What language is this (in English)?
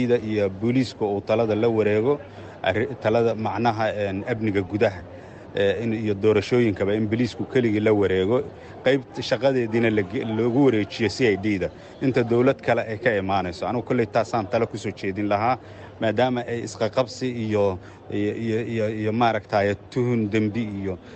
Somali